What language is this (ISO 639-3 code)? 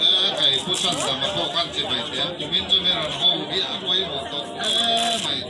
lus